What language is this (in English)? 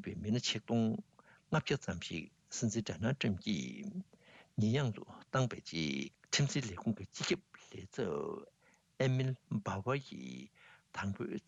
Tibetan